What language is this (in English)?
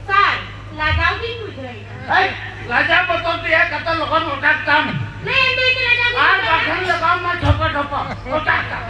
Santali